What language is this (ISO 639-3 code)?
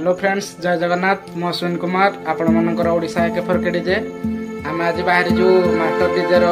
ori